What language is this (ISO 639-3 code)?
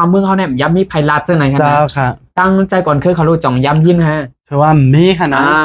shn